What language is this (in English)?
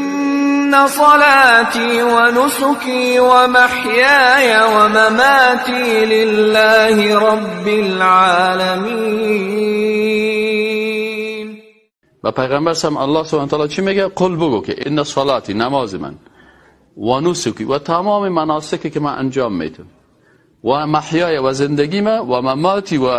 Persian